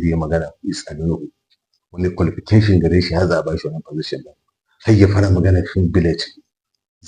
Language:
Hausa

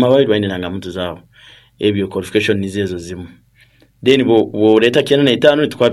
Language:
Nyankole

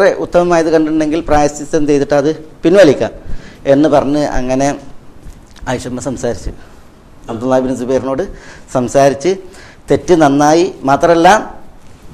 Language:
Malayalam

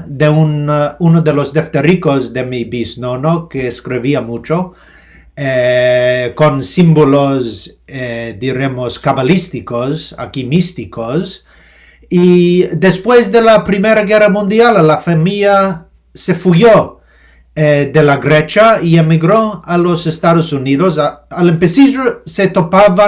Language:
Ladino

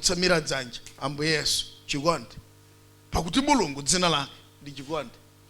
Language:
Nyanja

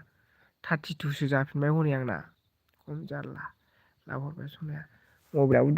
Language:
Bodo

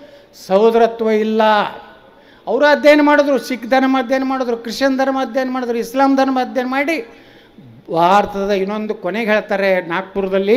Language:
Kannada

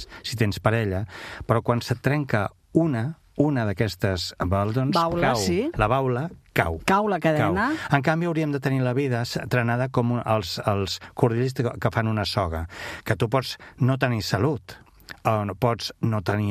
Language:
Catalan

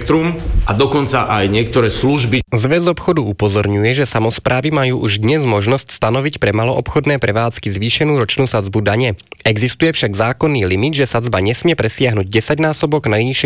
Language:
Slovak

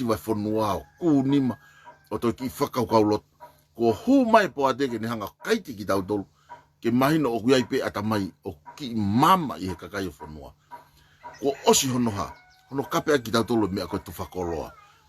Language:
Tongan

